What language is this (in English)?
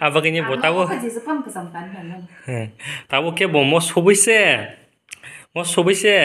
Kok Borok